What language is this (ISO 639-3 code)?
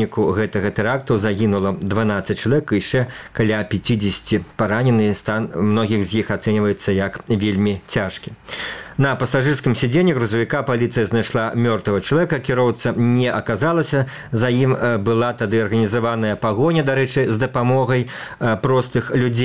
bel